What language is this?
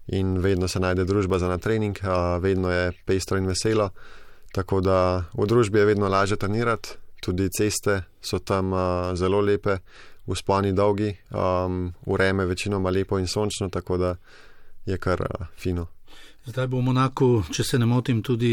Slovenian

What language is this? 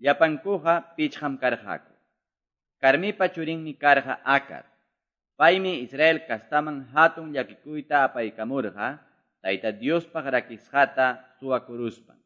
Quechua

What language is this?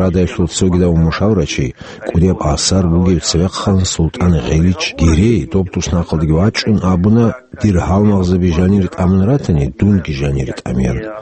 Avaric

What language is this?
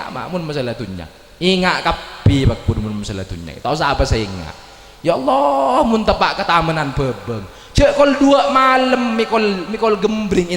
Madurese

